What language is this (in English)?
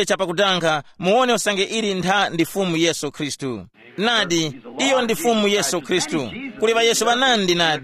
Tumbuka